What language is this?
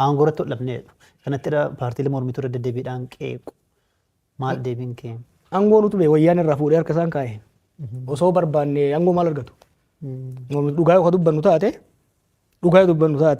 Oromo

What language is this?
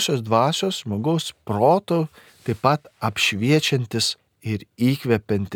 Lithuanian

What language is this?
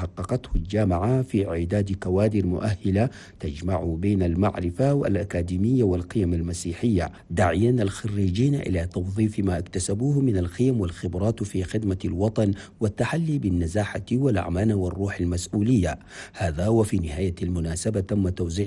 Arabic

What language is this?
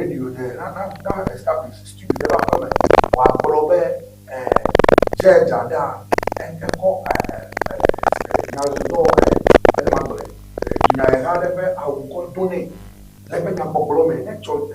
Ewe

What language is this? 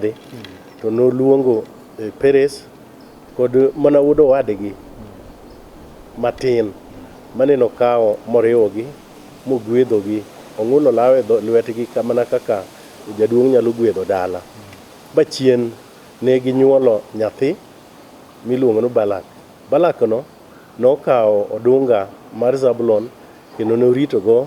Luo (Kenya and Tanzania)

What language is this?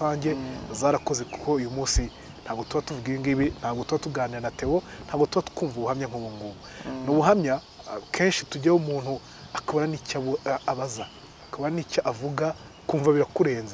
Kinyarwanda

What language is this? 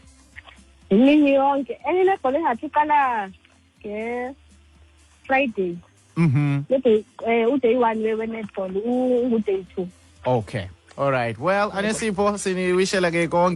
Xhosa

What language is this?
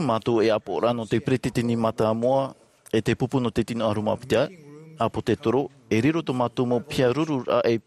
Tahitian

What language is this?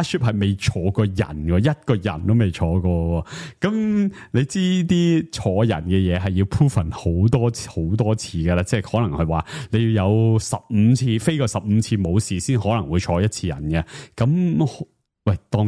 Cantonese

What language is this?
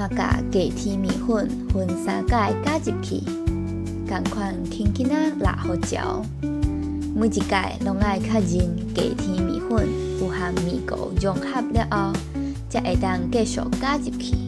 Min Nan Chinese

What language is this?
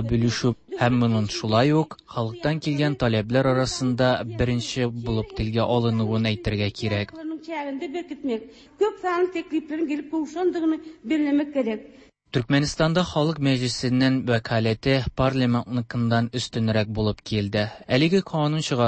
Tatar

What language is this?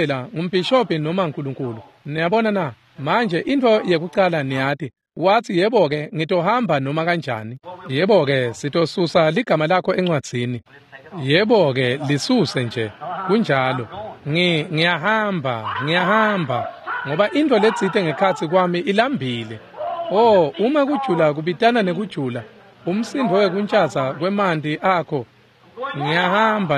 Swati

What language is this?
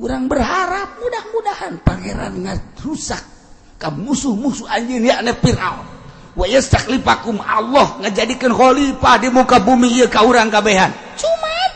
Sundanese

